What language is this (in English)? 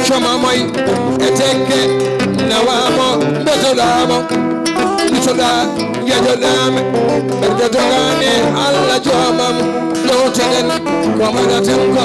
Fula